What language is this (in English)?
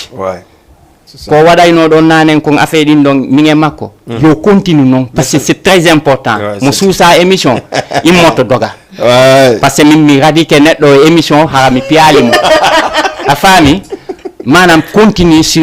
Fula